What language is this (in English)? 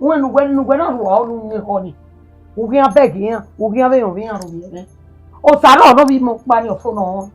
Bini